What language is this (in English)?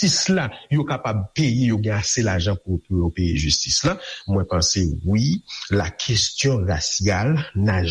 Haitian Creole